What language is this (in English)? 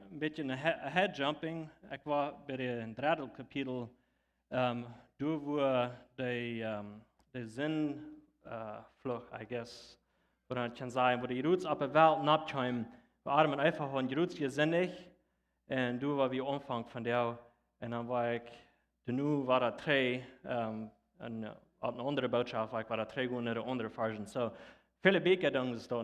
Plautdietsch